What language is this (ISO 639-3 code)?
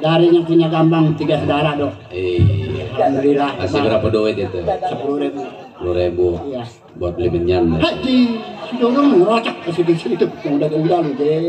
bew